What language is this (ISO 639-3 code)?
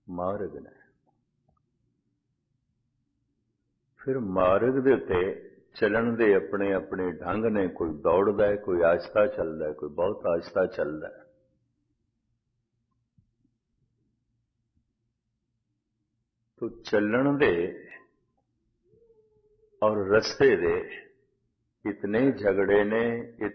pan